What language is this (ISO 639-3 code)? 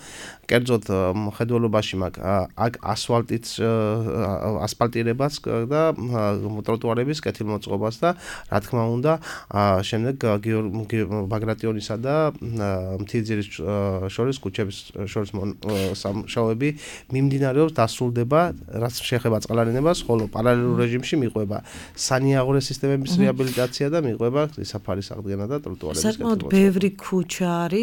kat